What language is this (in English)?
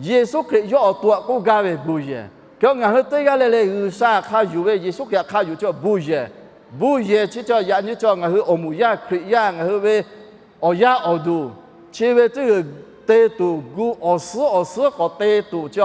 Lahu